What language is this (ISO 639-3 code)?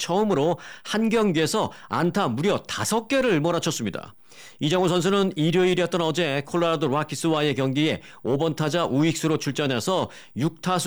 kor